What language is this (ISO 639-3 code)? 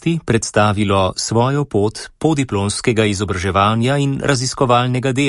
slv